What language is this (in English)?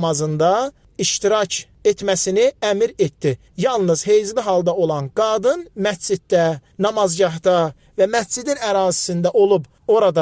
Azerbaijani